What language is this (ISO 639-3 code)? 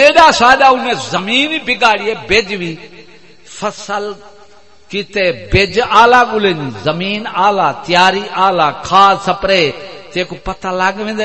skr